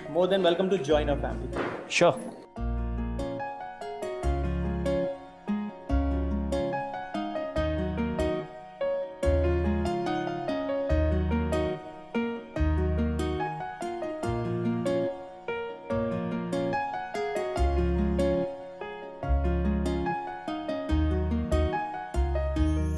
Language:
Hindi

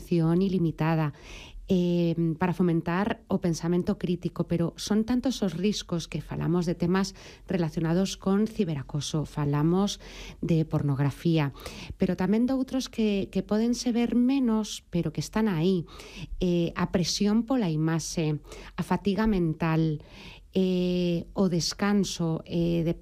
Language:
Galician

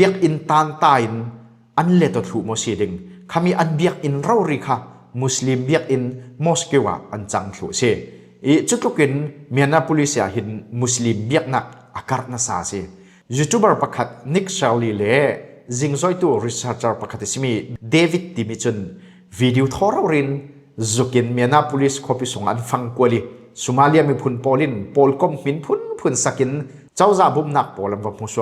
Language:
Falam Chin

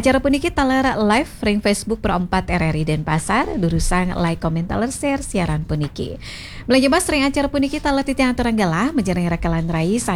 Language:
Balinese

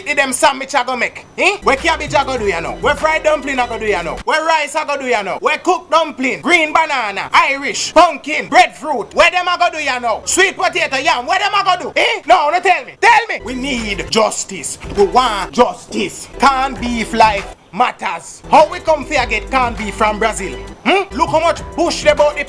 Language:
Jamaican Creole English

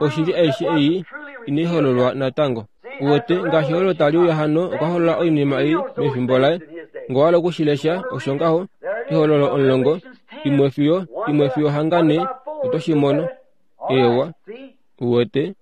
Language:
Kuanyama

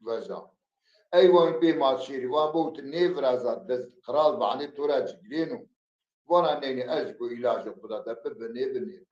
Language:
Zaza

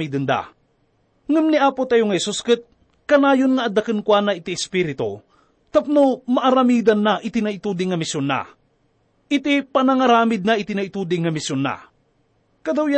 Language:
Iloko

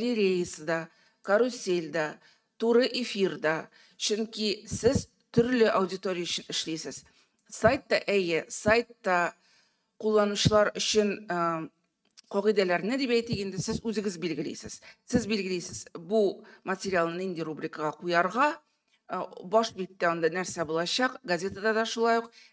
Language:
Tatar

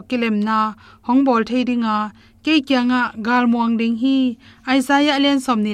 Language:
Tedim Chin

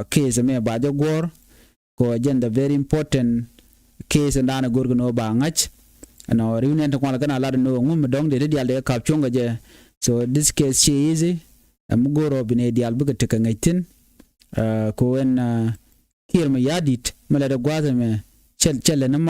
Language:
Nuer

